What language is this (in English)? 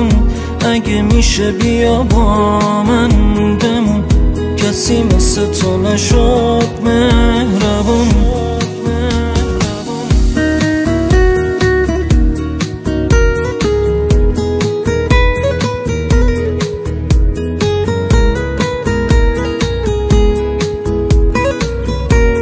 Persian